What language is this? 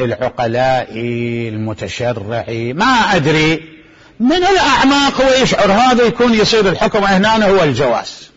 Mesopotamian Arabic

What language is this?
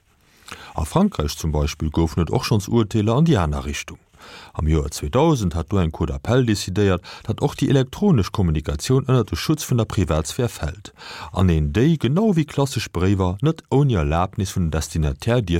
Luxembourgish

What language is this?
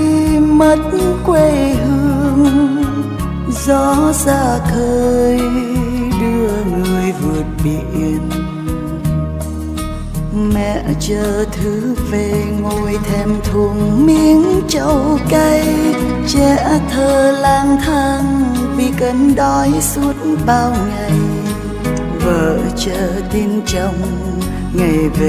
Vietnamese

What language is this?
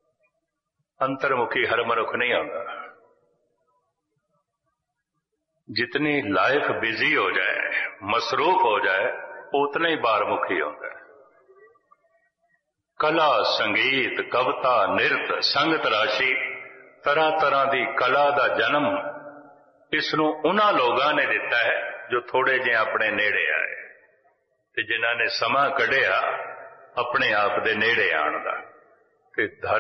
Punjabi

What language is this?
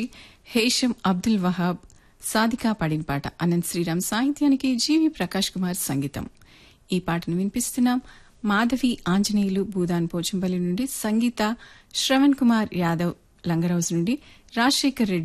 Telugu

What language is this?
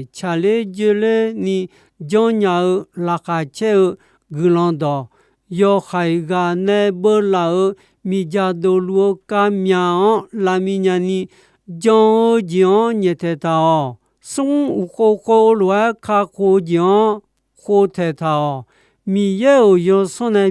Akha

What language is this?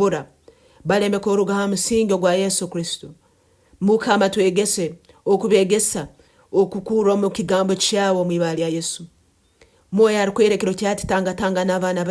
Nyoro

